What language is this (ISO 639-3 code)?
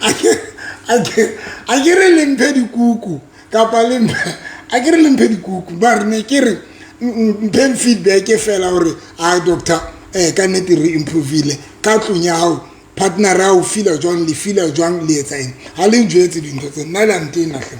sot